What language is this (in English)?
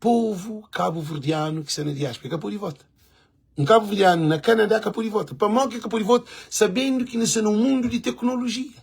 Kabuverdianu